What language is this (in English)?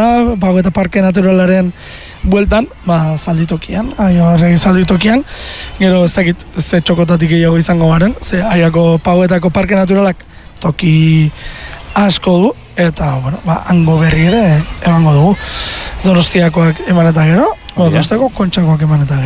Basque